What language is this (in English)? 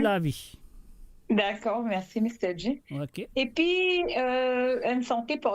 Morisyen